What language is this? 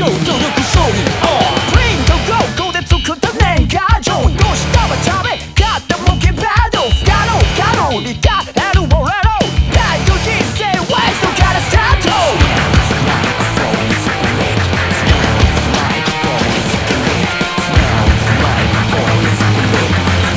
Japanese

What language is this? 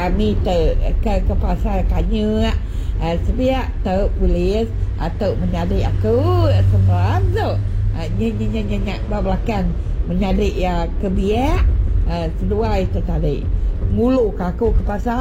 Iban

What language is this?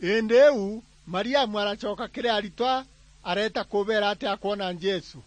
Meru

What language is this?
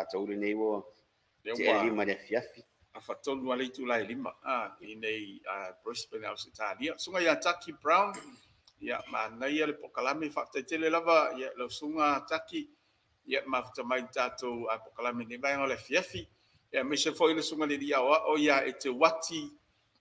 Samoan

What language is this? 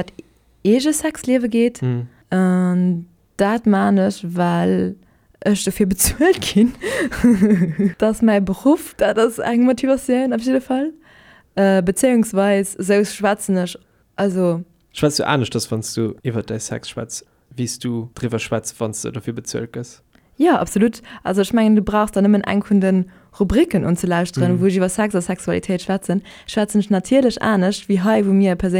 Luxembourgish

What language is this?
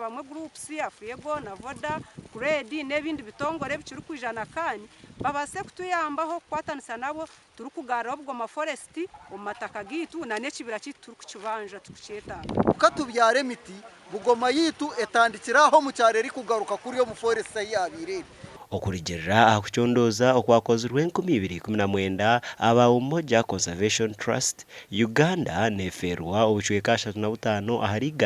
Nyankole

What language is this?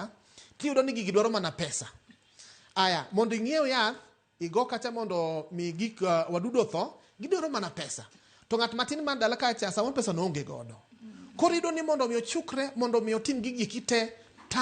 Luo (Kenya and Tanzania)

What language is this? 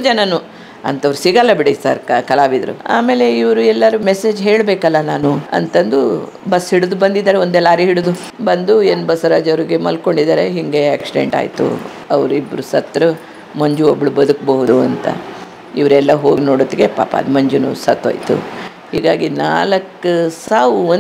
Kannada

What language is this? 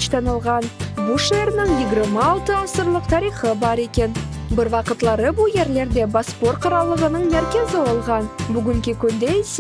Crimean Tatar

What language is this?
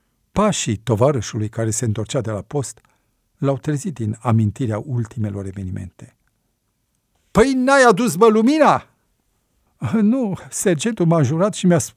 Romanian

